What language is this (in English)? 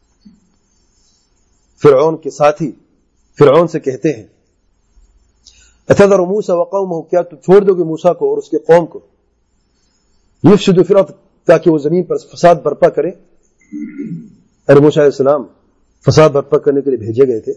Urdu